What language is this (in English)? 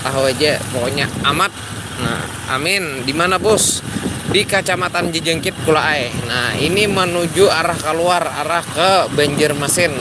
Banjar